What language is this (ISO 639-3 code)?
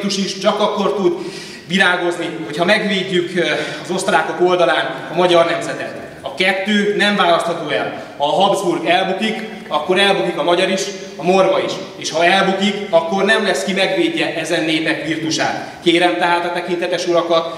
hun